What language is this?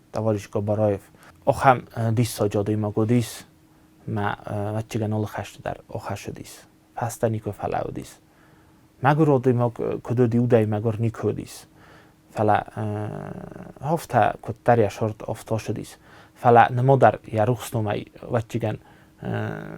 Ossetic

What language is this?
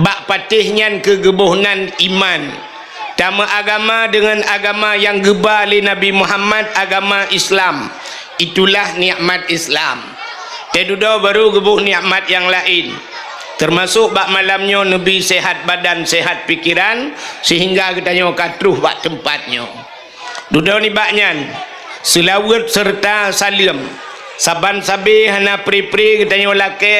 Achinese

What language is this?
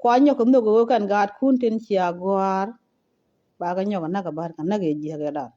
Nuer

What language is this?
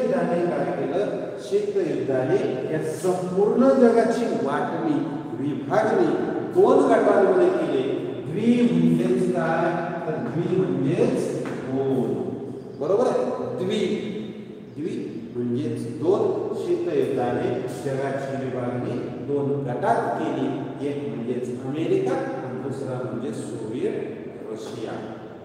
Marathi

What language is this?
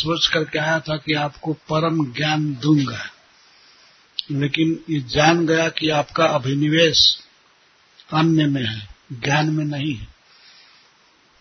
Hindi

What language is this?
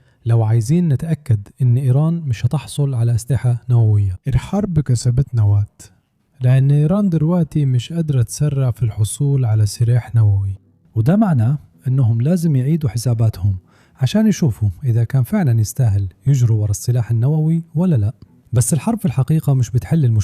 Egyptian Arabic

